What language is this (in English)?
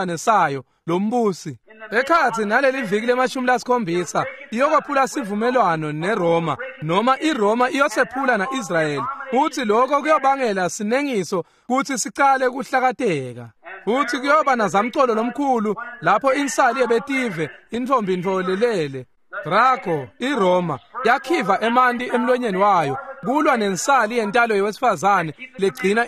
Swati